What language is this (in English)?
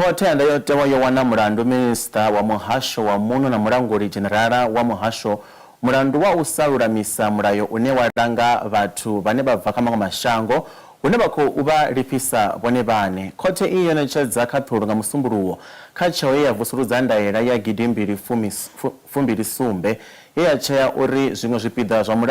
Venda